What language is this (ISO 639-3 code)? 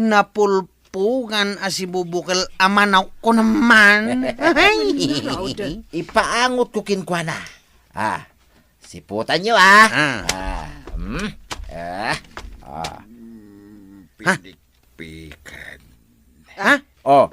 ilo